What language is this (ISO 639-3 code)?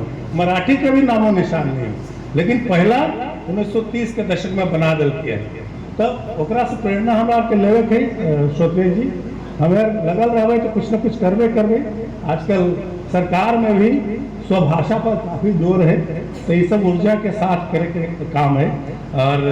mag